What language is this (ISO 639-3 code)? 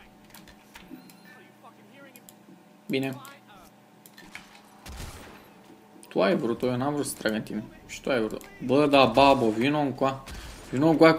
ron